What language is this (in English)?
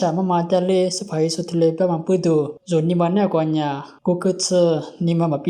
Lisu